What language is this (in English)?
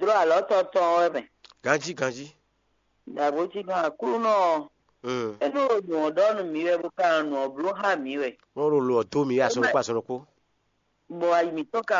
Fon